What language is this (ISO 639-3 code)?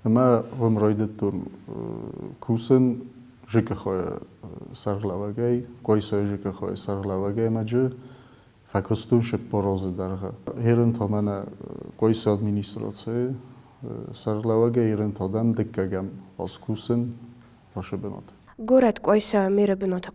oss